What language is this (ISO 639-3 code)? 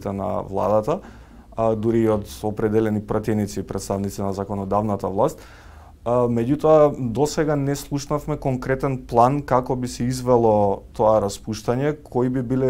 mkd